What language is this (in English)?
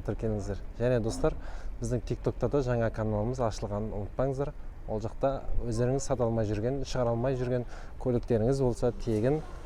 Kazakh